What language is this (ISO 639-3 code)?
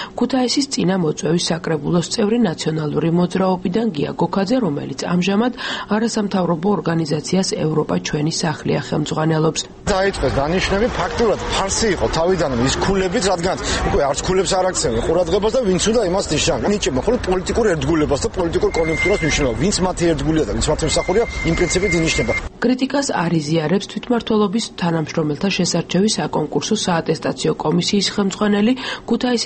kat